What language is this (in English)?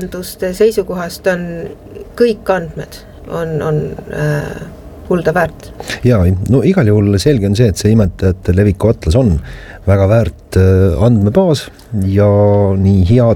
Estonian